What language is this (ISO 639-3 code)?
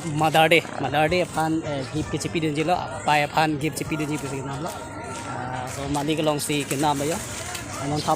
mjw